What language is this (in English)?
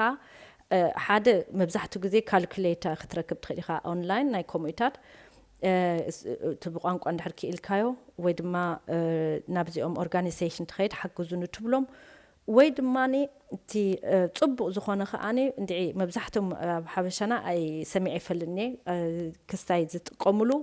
Tigrinya